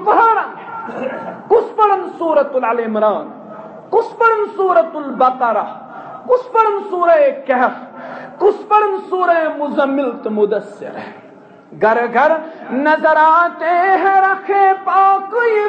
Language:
Kashmiri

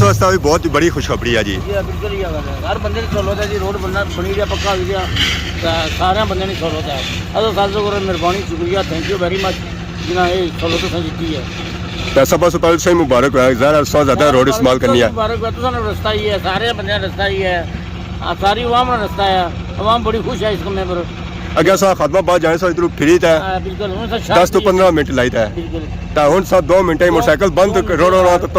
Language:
Pahari-Potwari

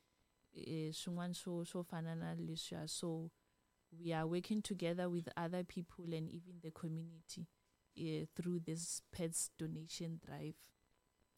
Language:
Tsonga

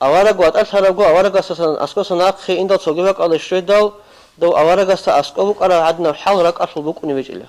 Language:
Avaric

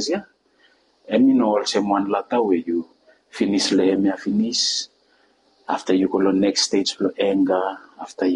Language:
Bislama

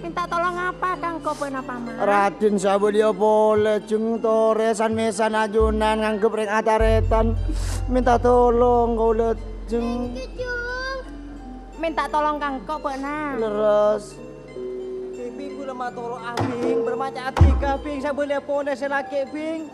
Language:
Madurese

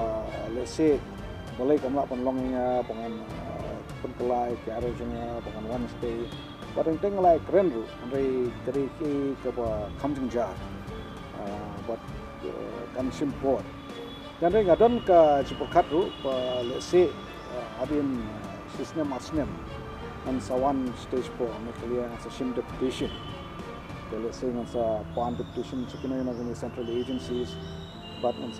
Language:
Khasi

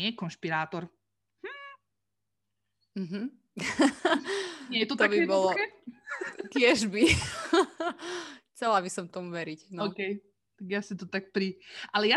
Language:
Slovak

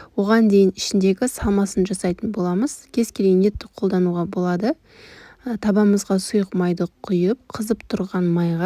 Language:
Kazakh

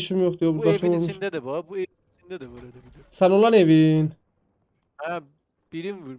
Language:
South Azerbaijani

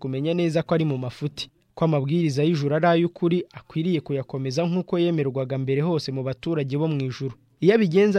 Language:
Kinyarwanda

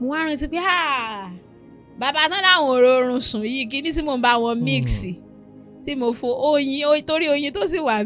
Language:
Yoruba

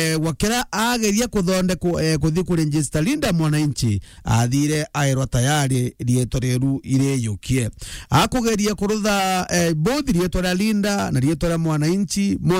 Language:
Meru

